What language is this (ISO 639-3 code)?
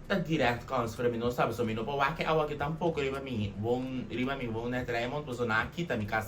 pap